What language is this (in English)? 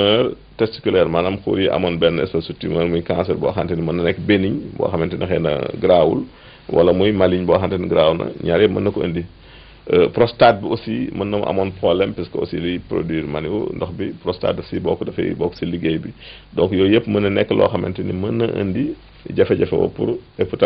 Wolof